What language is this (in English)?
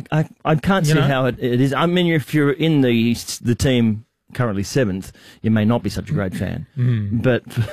English